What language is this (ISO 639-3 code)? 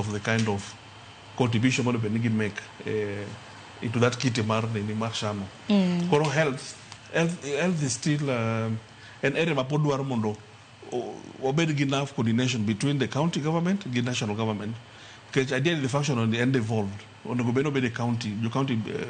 luo